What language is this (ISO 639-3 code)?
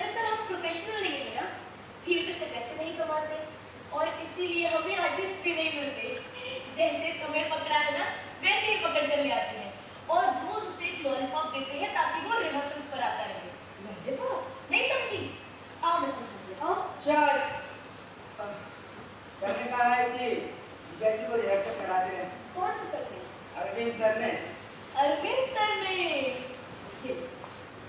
hin